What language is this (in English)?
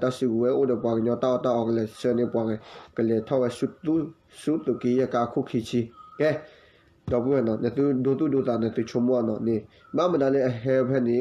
S'gaw Karen